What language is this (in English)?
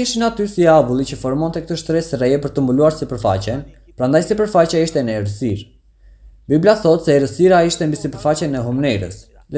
Albanian